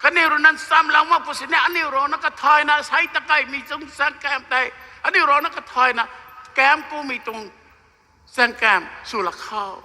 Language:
Rongmei Naga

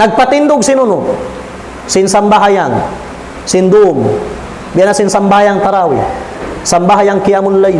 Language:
Tausug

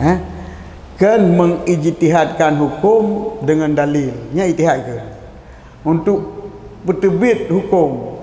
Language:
Achinese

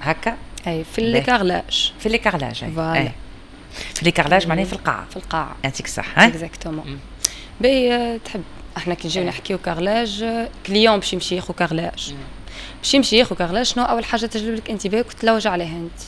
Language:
Tunisian Arabic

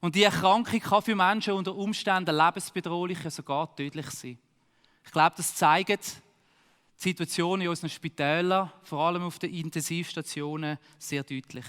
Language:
Swiss German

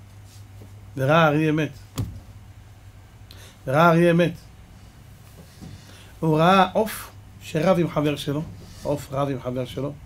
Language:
Hebrew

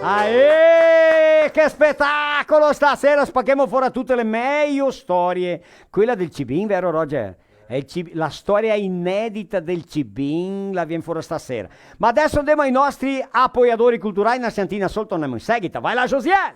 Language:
Venetian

